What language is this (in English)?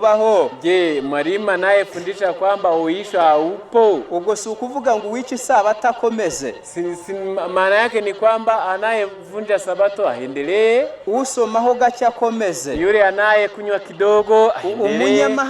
Kinyarwanda